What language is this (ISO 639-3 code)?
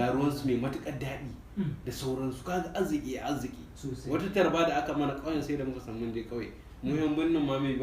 hau